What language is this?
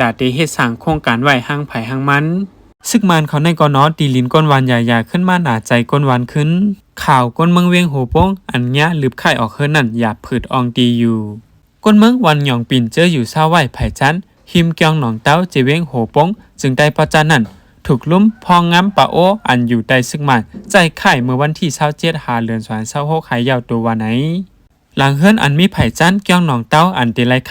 Shan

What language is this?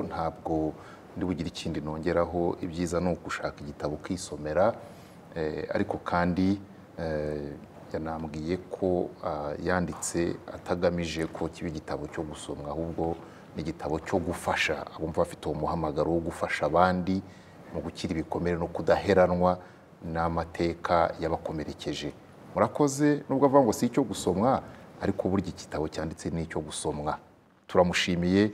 Kinyarwanda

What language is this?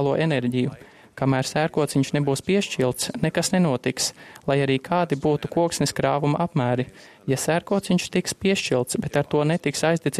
Latvian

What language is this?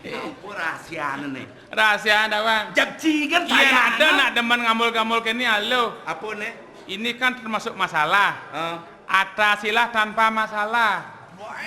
Balinese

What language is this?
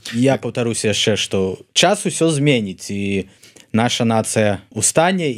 Belarusian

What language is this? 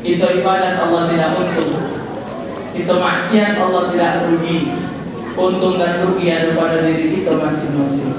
Musi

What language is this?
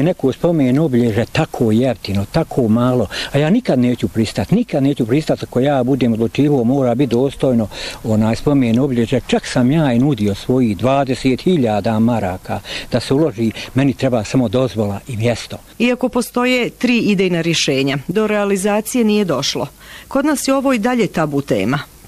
Bosnian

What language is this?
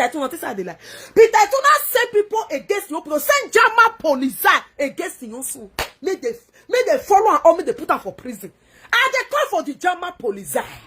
Nigerian Pidgin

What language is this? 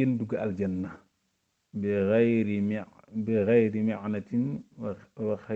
Wolof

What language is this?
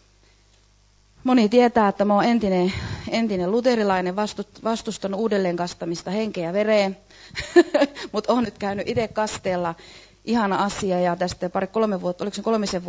Finnish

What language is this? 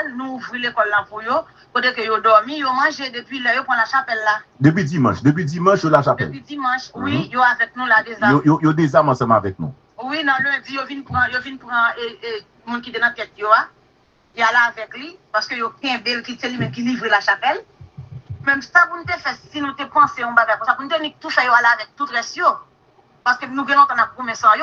Haitian Creole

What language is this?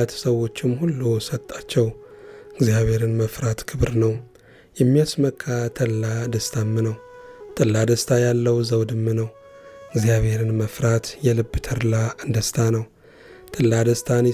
Amharic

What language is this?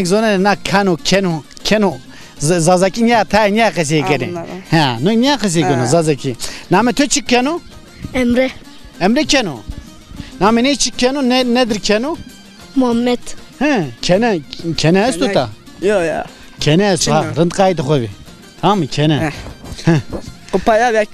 Zaza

